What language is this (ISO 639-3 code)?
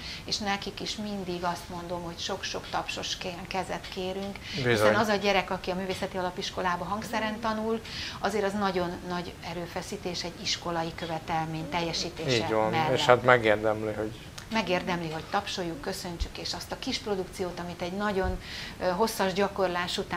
hun